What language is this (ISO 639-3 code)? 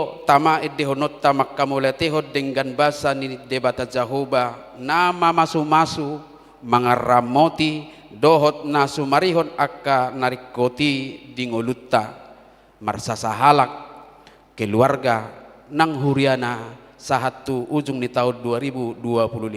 bbc